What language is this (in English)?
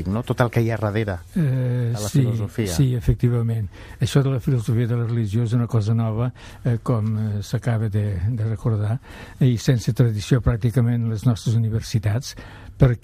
Catalan